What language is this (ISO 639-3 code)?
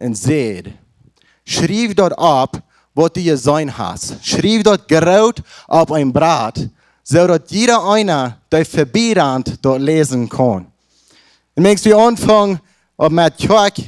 pdt